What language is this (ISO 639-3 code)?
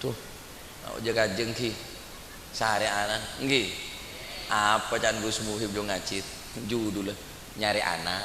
mad